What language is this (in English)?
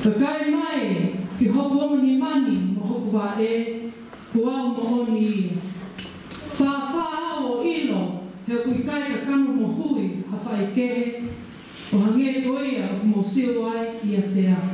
Tongan